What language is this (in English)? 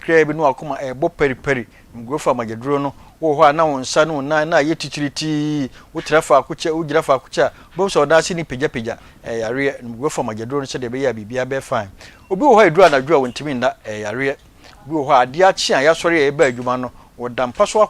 Akan